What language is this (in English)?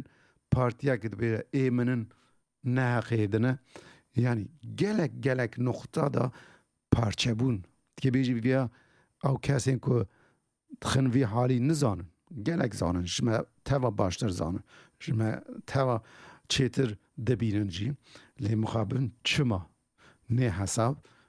Kurdish